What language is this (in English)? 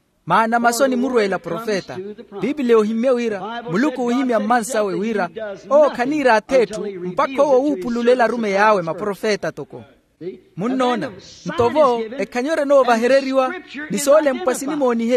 Makhuwa